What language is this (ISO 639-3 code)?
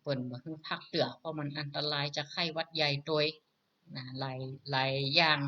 nod